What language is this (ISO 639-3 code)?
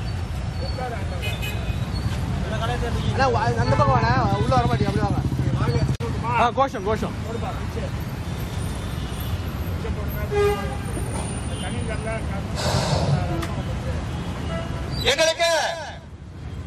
tam